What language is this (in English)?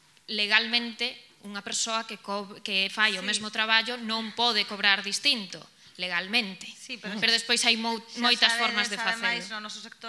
Galician